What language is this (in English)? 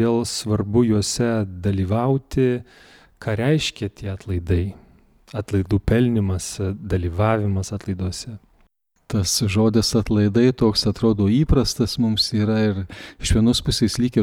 Lithuanian